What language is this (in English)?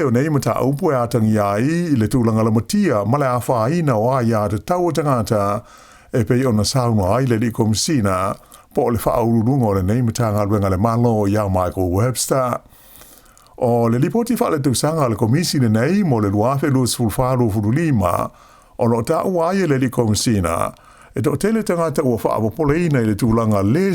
Samoan